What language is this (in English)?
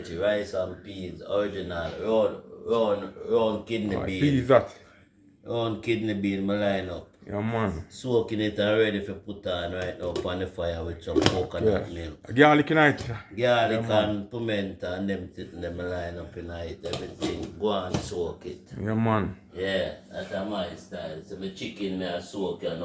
Jamaican Creole English